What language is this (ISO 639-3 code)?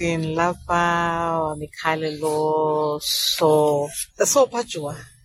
vmw